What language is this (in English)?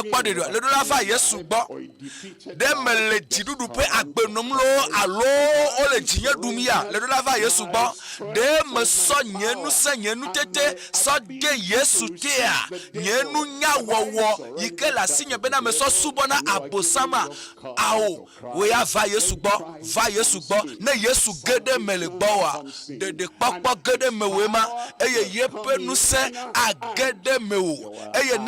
Ewe